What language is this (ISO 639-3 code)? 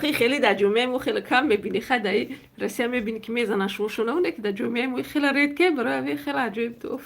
tgk